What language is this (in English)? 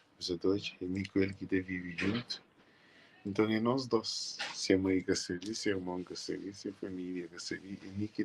Kabuverdianu